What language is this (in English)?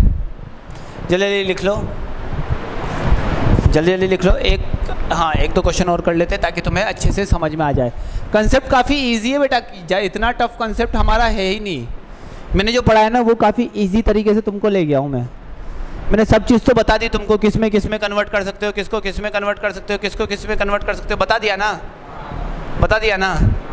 Hindi